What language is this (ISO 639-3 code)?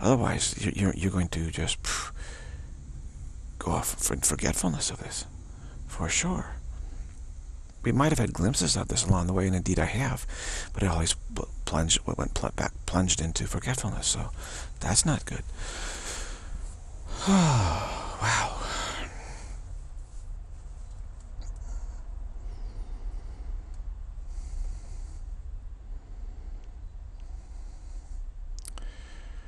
eng